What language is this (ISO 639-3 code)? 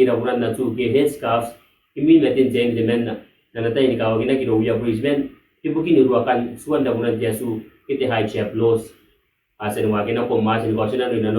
gil